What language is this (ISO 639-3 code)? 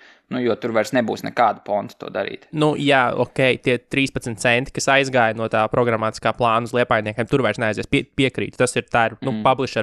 lav